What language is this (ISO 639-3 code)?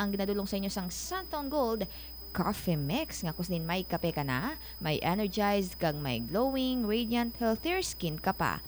hil